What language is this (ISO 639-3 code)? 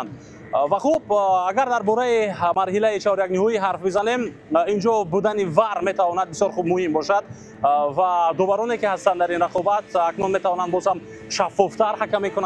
tgk